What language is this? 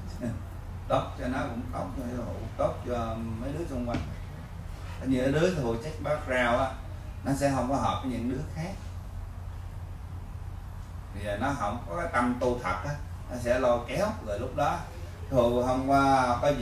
Vietnamese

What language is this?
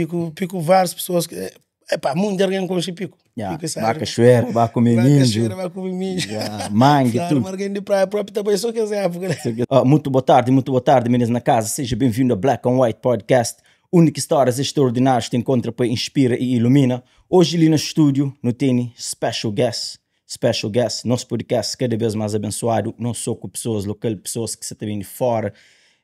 Kabuverdianu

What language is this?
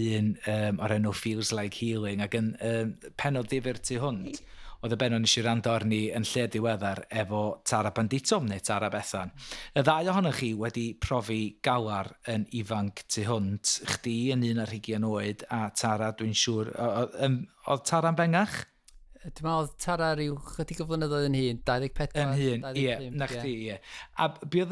Welsh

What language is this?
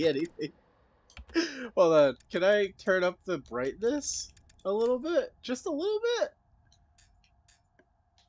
English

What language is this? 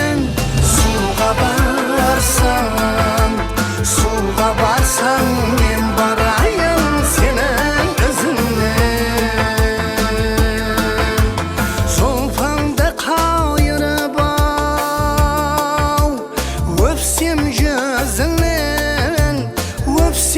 Kara-Kalpak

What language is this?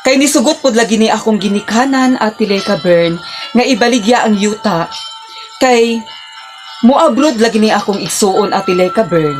Cebuano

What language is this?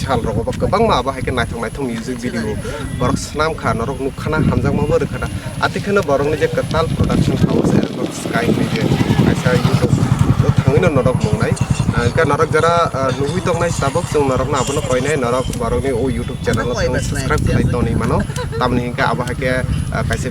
Kok Borok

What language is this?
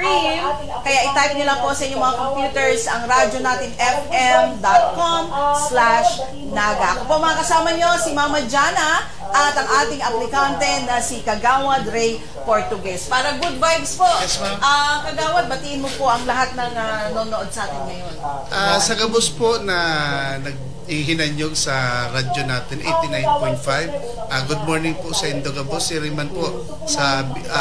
Bikol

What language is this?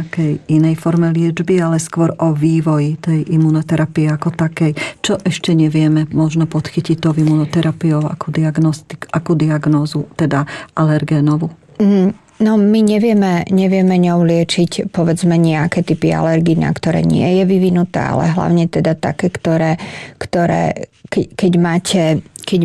Slovak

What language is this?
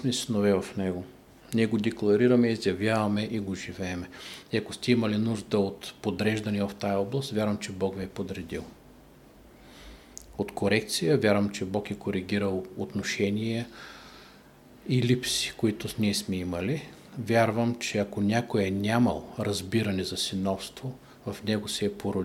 Bulgarian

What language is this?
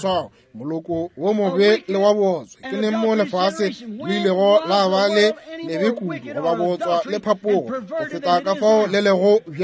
Northern Sotho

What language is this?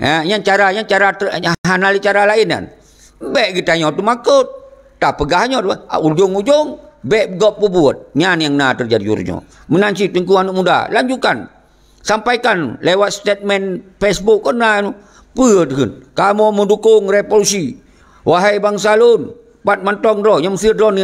Achinese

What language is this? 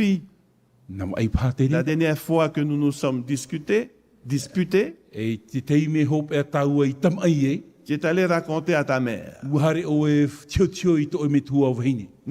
Tahitian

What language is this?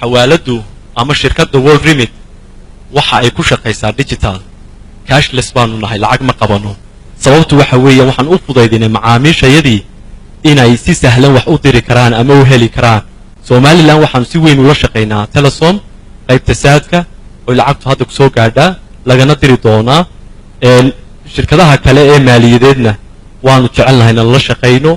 Somali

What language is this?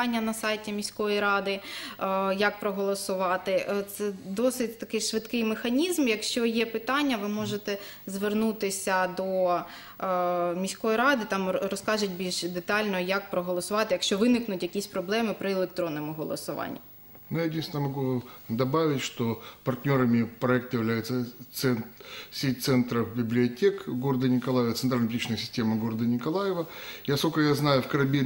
Ukrainian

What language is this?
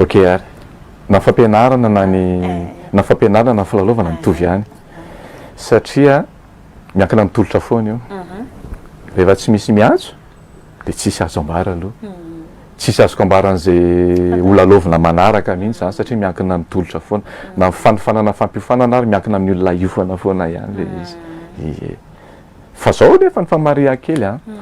Malagasy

